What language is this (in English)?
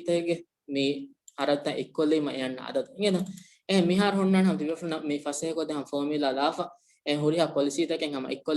Divehi